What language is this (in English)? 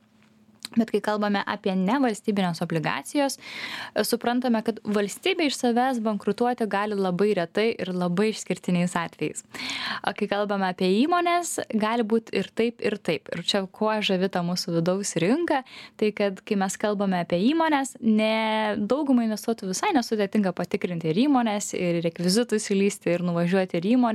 Lithuanian